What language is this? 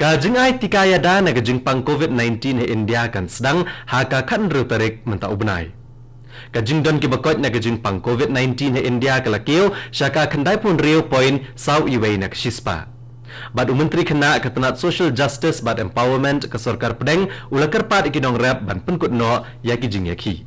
Khasi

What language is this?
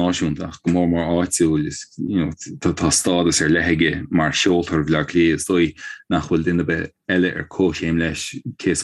Irish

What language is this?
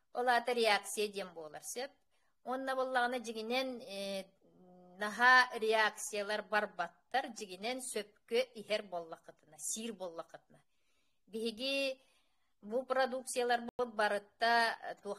Yakut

